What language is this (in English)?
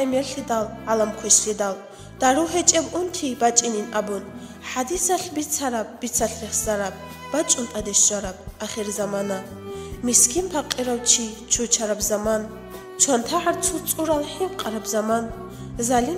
Avaric